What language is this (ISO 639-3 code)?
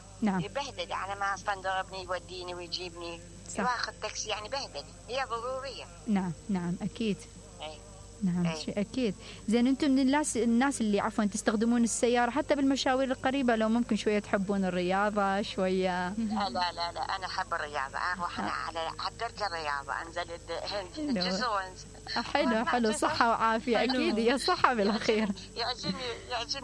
acm